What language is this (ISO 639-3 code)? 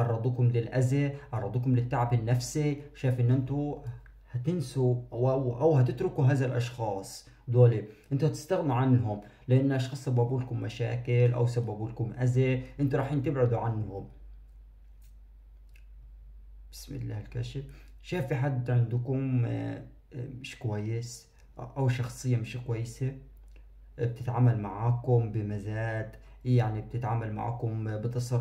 arz